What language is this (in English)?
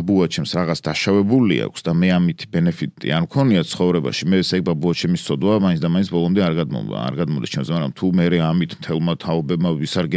Georgian